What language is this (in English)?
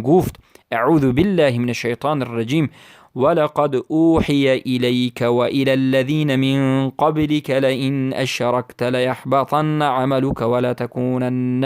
Persian